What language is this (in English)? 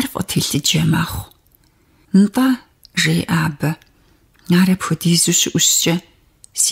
Kabardian